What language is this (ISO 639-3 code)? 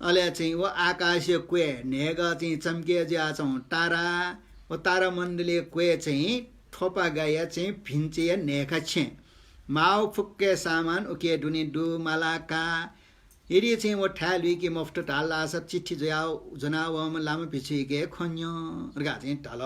new